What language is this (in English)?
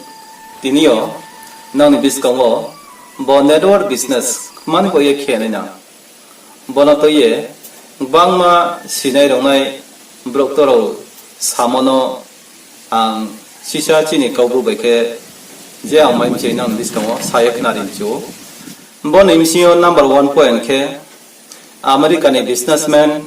Riang (India)